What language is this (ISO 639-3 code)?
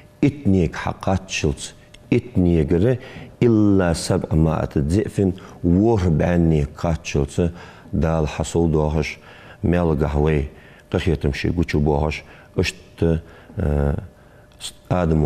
inh